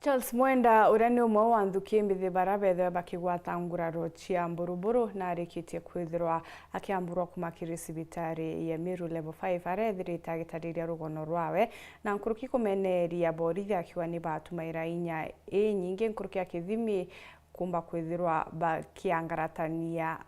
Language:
Meru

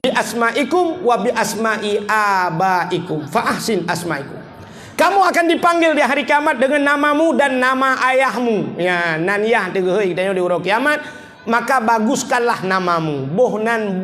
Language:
Achinese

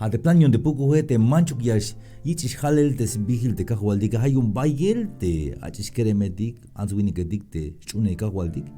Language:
Tzeltal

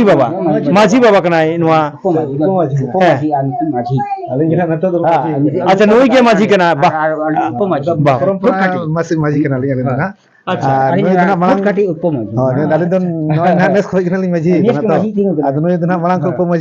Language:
Santali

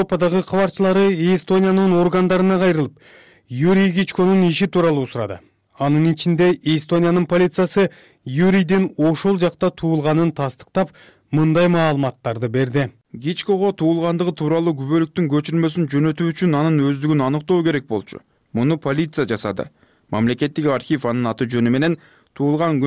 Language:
Kyrgyz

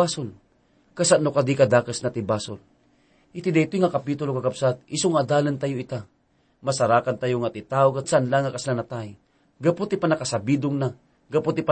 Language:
Iloko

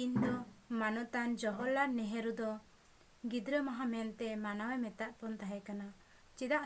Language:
Santali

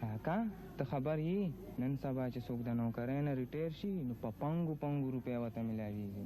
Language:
Pashto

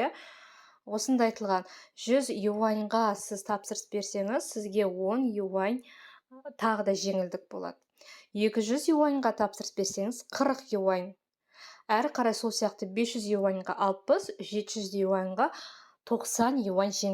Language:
Kazakh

